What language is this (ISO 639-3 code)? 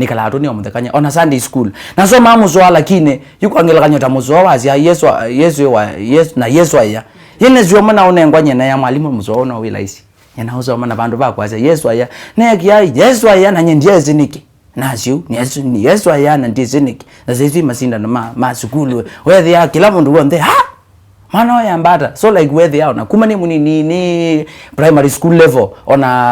kam